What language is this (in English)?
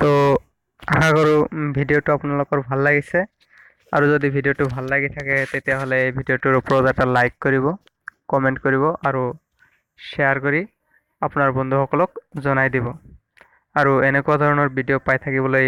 Assamese